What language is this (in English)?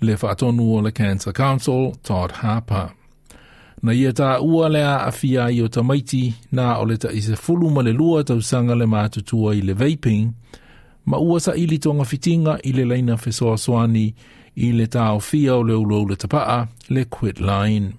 Samoan